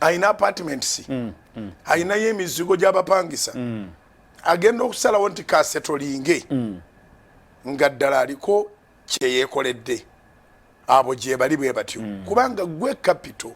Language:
Ganda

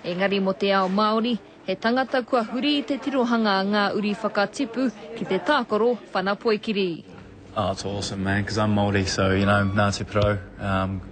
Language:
Māori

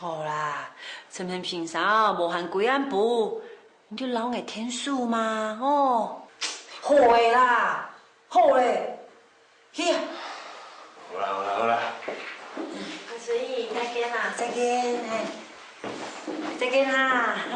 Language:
Hakka Chinese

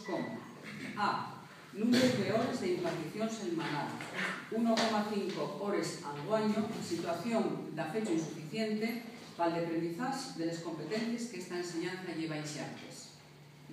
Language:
Asturian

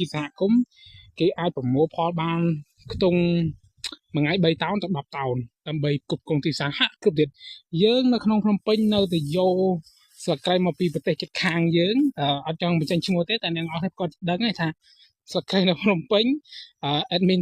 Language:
Khmer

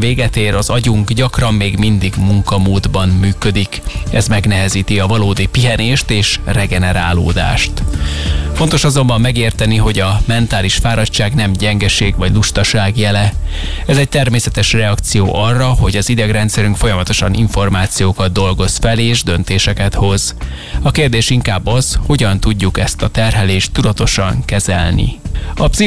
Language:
Hungarian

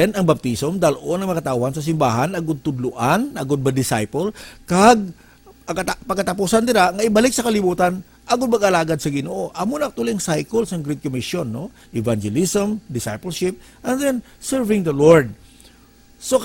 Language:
Hiligaynon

